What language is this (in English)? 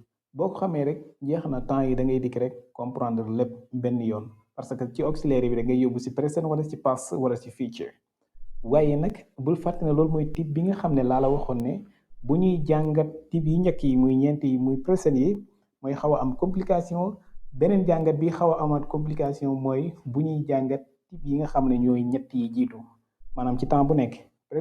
Wolof